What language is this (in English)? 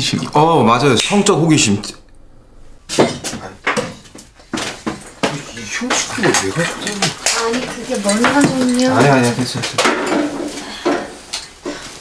Korean